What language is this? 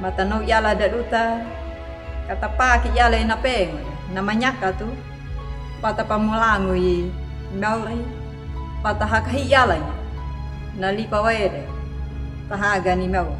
Anakalangu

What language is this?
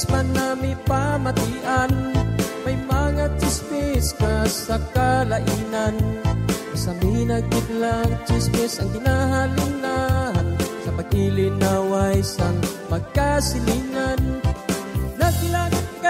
Hiligaynon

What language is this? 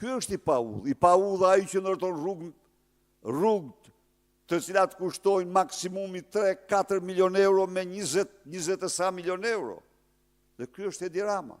Albanian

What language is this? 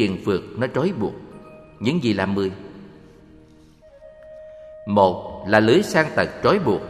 Vietnamese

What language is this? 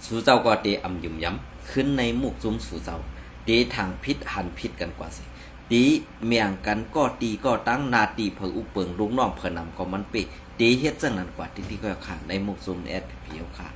Shan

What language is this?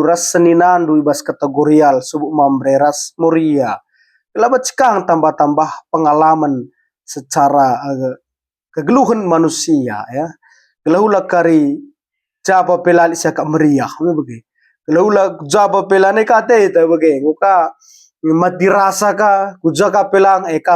Batak Karo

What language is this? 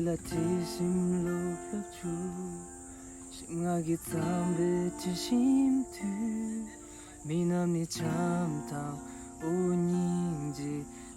Tibetan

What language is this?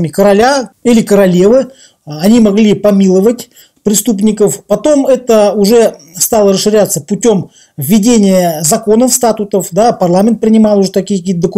Russian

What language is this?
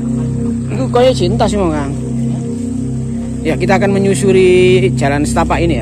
Indonesian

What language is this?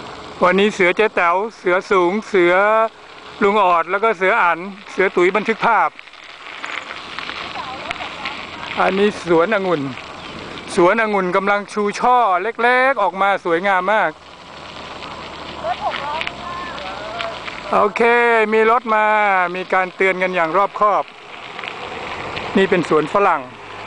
Thai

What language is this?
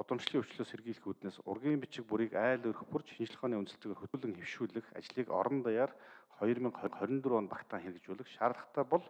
Mongolian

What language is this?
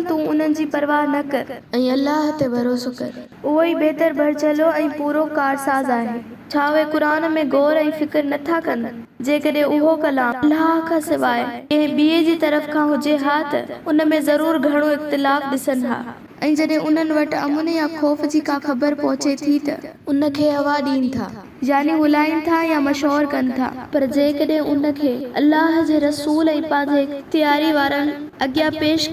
Sindhi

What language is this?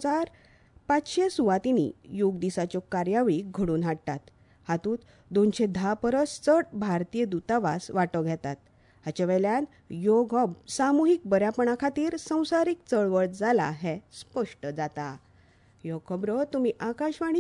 Konkani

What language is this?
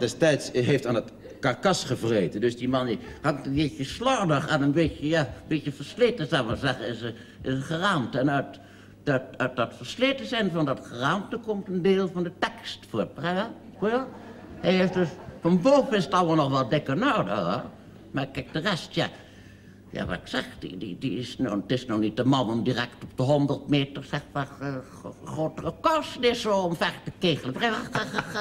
Dutch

